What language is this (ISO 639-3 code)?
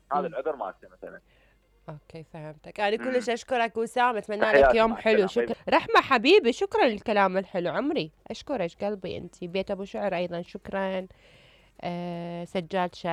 acm